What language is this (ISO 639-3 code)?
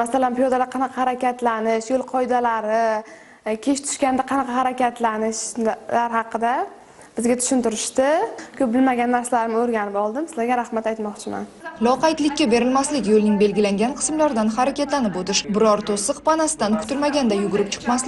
uzb